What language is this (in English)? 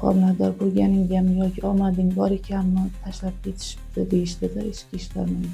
Uzbek